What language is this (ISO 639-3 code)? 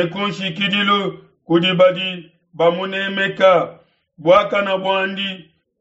lua